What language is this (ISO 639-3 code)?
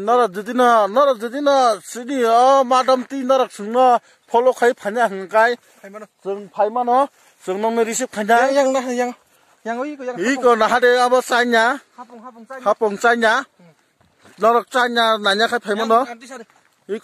trp